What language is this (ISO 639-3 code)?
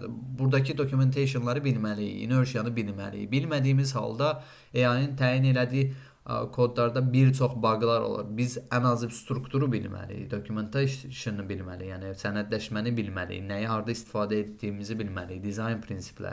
aze